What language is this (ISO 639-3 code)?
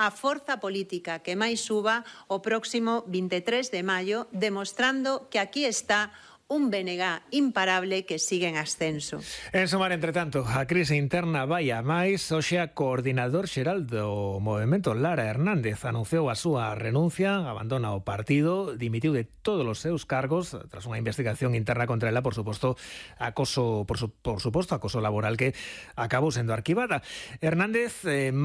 glg